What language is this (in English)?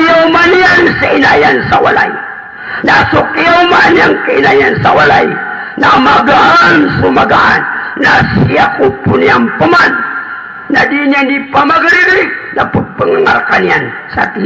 Maranao